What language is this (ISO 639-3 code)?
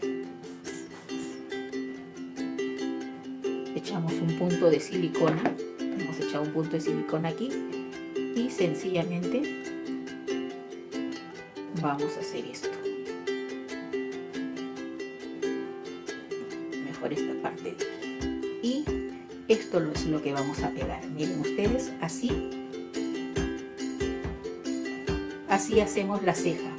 spa